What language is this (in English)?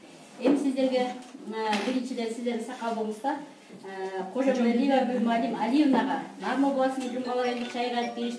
Kyrgyz